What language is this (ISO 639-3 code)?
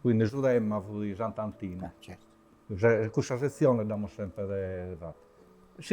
srd